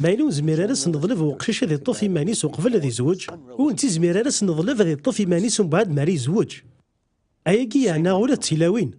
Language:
Kabyle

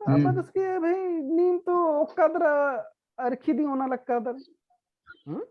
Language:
Kurukh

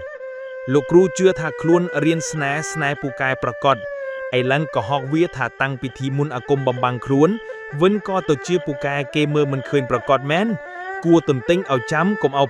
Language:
Khmer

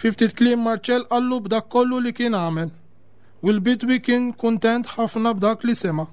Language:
Maltese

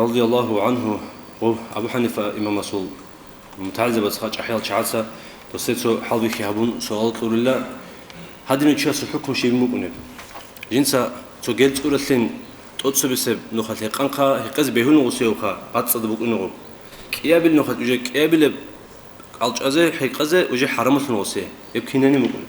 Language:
Avaric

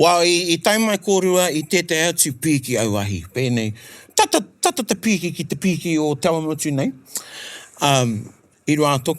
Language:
Māori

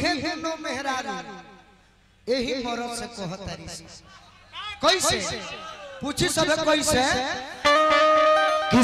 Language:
Bhojpuri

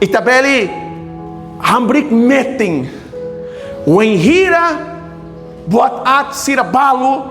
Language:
Tetum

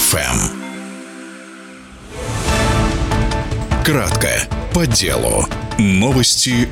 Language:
Russian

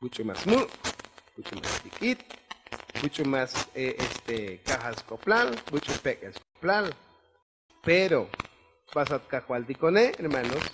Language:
Tzotzil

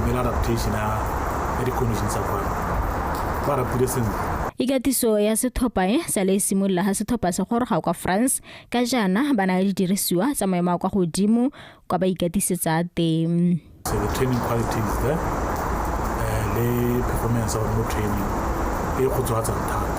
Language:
Tswana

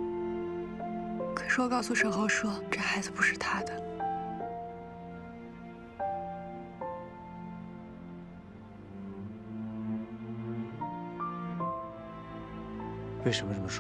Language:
Chinese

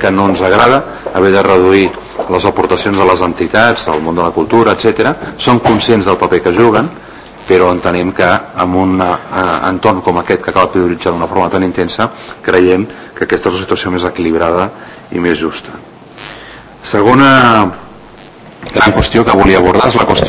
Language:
Catalan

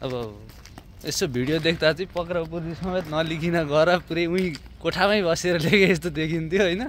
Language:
Nepali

